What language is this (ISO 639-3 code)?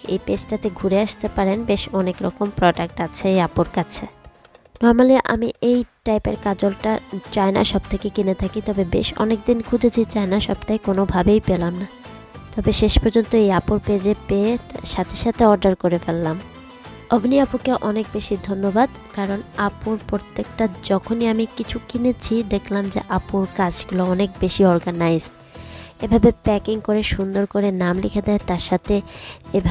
ben